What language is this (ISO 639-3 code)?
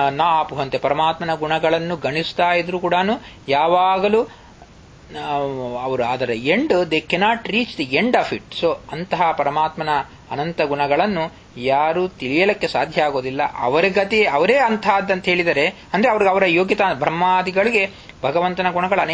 kan